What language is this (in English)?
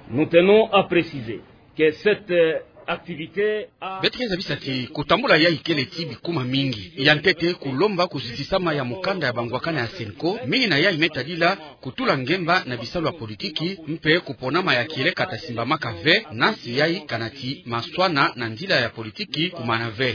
Kituba (Democratic Republic of Congo)